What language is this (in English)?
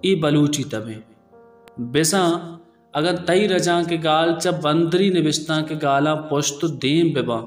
Baluchi